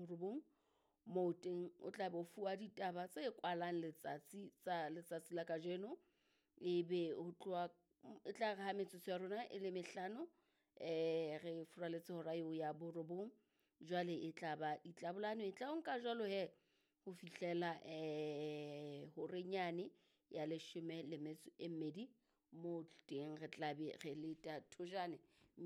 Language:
Southern Sotho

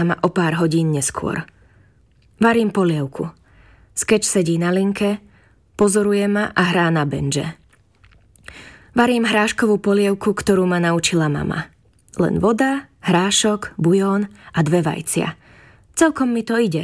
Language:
Slovak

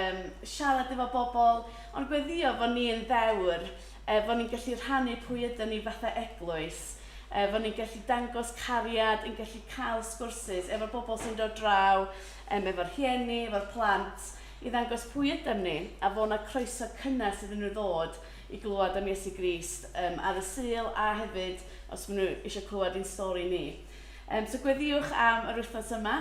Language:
Welsh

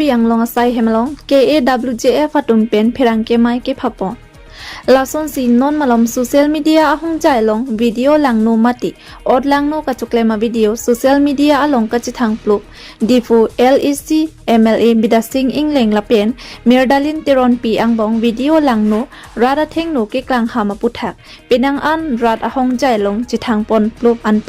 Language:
Karbi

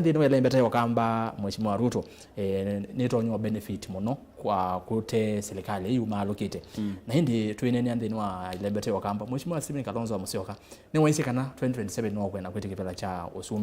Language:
Kamba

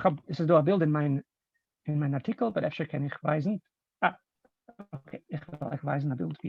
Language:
Yiddish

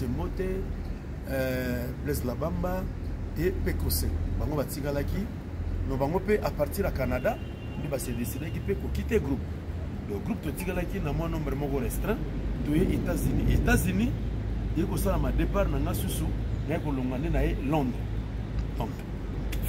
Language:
Lingala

